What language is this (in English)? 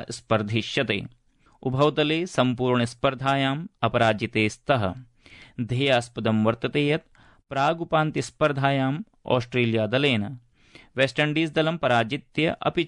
Sanskrit